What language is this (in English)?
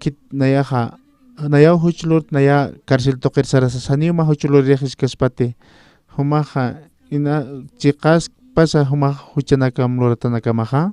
Aymara